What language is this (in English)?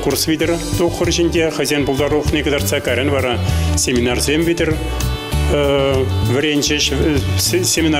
Chuvash